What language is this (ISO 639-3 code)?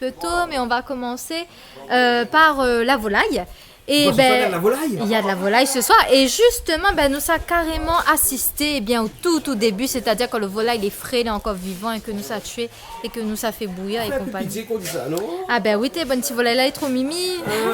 rcf